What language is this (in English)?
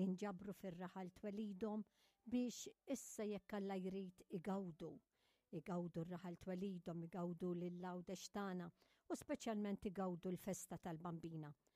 Maltese